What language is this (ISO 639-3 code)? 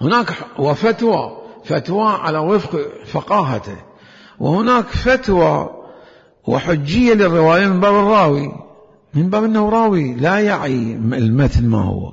acm